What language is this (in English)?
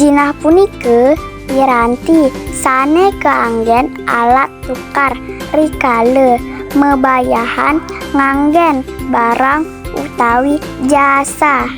Balinese